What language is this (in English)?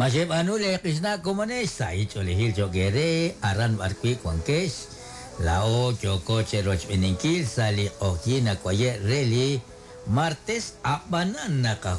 Kekchí